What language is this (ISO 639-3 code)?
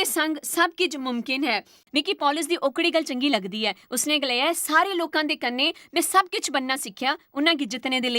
doi